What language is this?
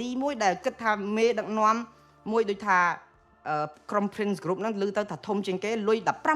Khmer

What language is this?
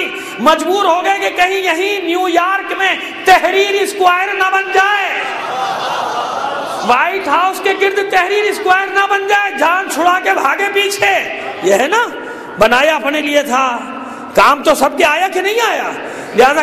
Urdu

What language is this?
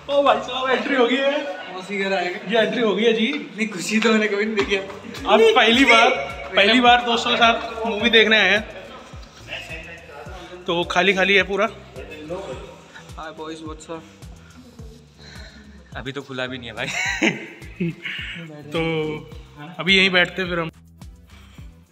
Hindi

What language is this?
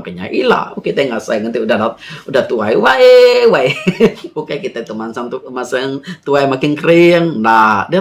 Iban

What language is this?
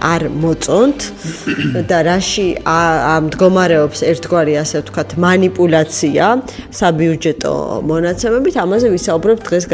Georgian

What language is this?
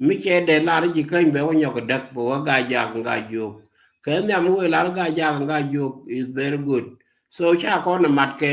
Nuer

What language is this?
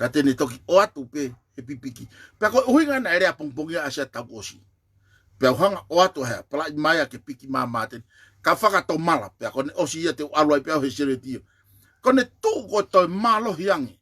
Tongan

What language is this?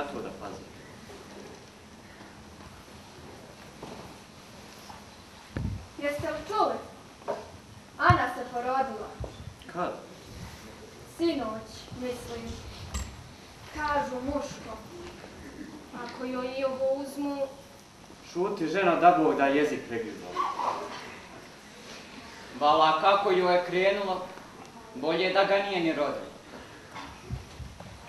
Bosnian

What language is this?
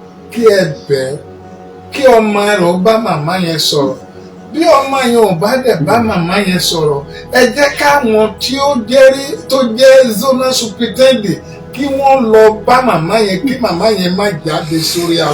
Yoruba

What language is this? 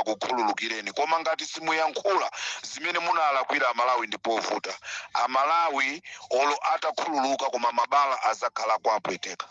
Nyanja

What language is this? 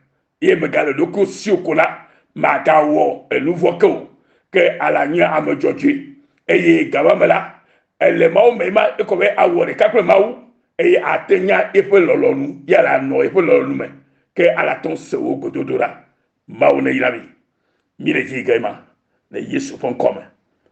Ewe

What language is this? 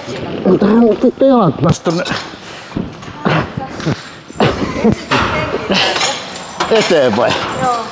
Finnish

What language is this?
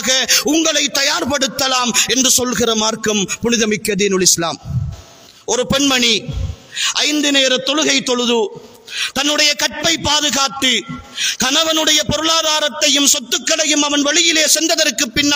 Tamil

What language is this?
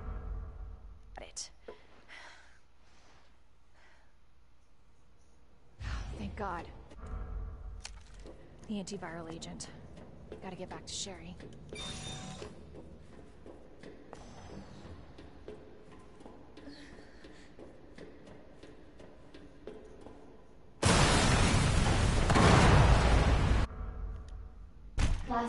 English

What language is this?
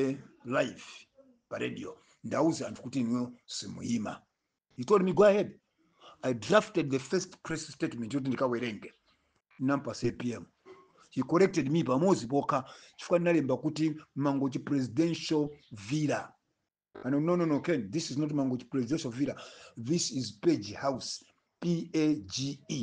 Nyanja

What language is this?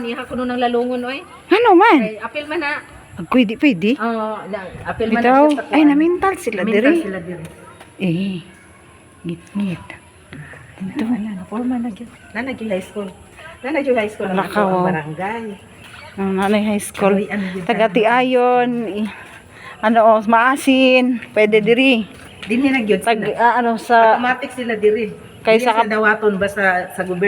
Cebuano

